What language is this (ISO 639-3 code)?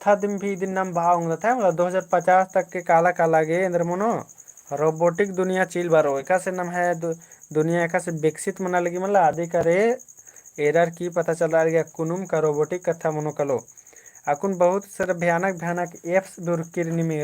kru